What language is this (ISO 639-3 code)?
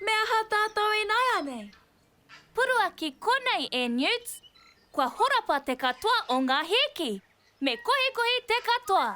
mri